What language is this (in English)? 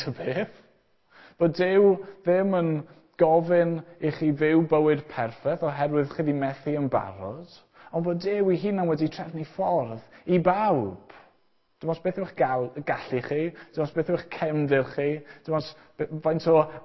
Welsh